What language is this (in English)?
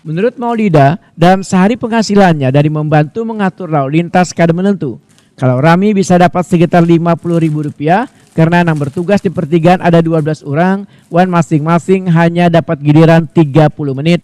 Banjar